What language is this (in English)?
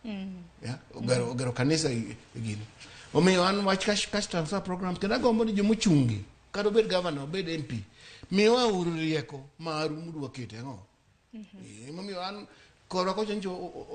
Luo (Kenya and Tanzania)